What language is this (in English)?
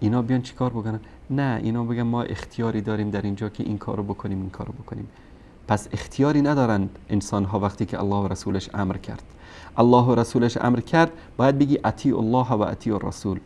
Persian